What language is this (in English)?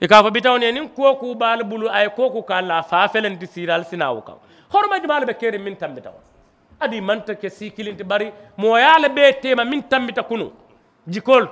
Mandingo